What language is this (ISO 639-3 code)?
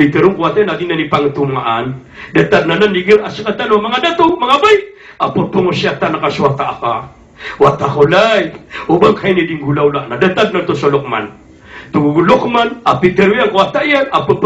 mrw